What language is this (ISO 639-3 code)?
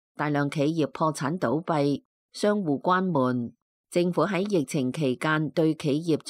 yue